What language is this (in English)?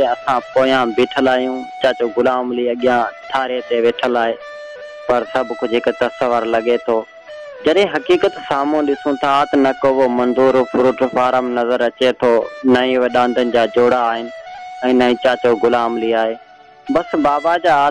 Sindhi